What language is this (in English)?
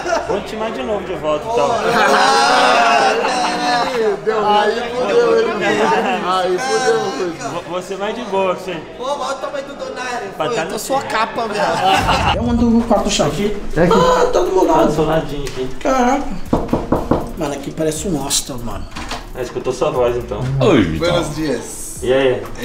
Portuguese